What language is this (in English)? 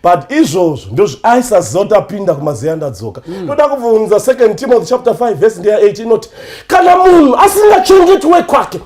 Shona